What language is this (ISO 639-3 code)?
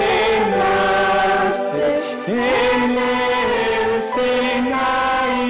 tzo